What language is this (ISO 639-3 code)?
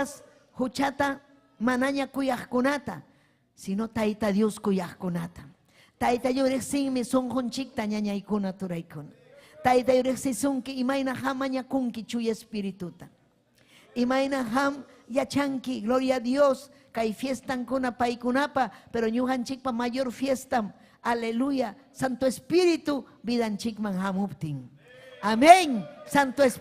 quy